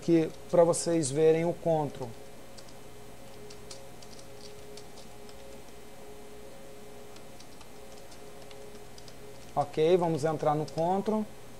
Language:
Portuguese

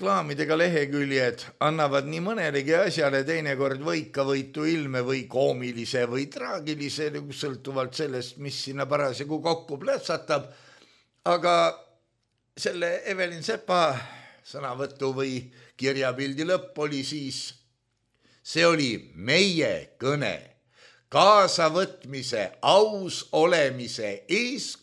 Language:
Estonian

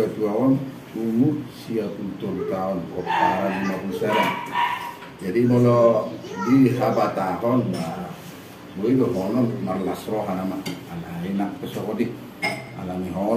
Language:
Batak Toba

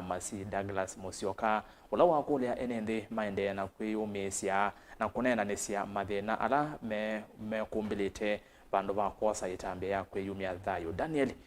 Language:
Kamba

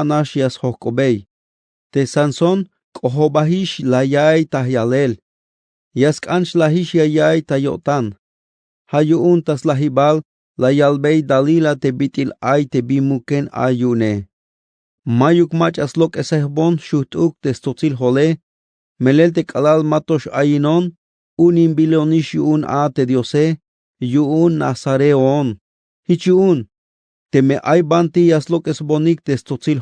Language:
Tzeltal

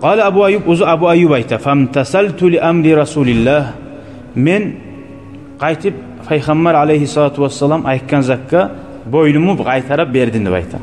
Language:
Kumyk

